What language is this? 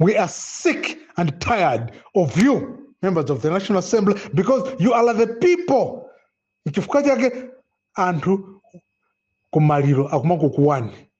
Nyanja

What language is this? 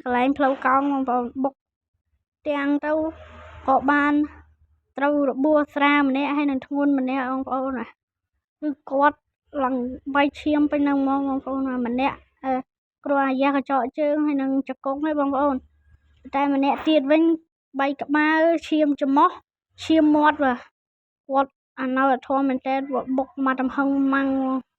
Khmer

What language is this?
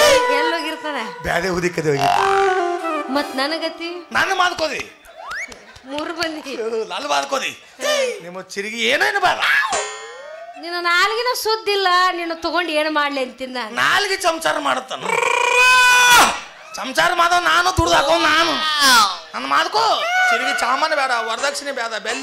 Kannada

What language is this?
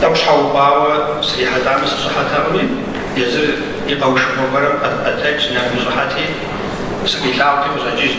Kabardian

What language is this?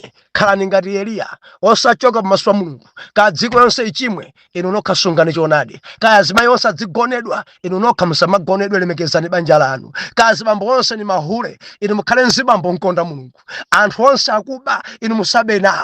Nyanja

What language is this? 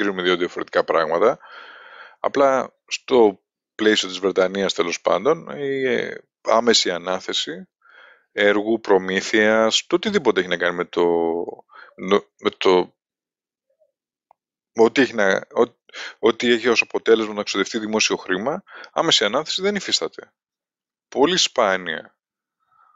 Greek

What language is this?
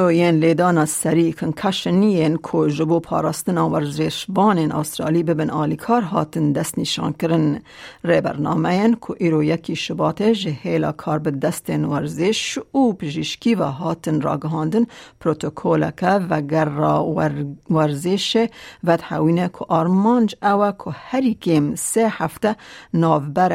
Kurdish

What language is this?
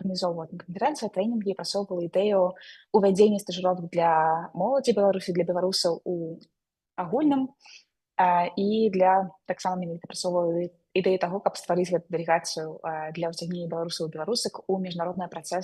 Belarusian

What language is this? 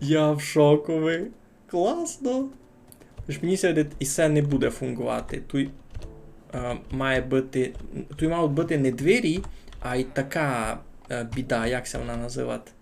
Rusyn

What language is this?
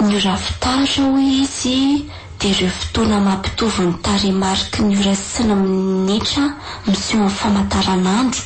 Malagasy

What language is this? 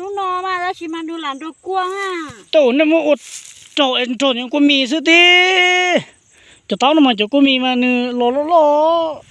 Hmong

